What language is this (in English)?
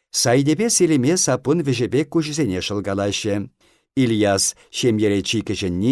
Chuvash